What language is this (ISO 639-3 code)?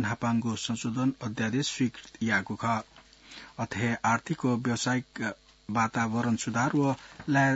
new